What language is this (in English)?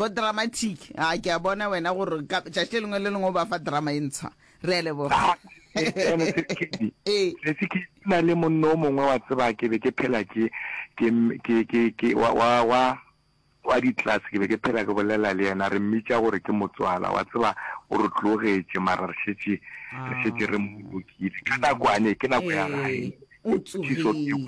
Northern Sotho